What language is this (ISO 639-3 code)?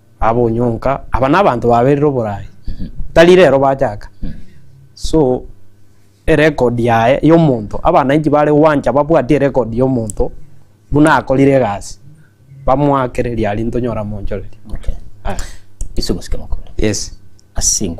guz